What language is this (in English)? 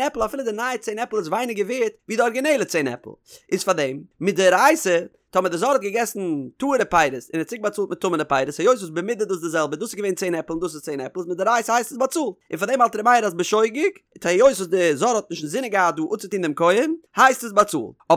Yiddish